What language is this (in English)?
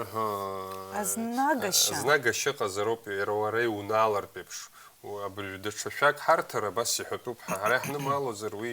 Abkhazian